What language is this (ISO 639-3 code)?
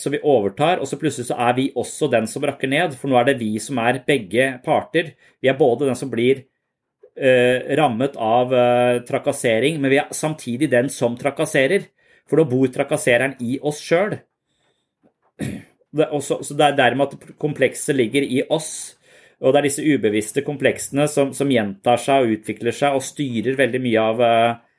nor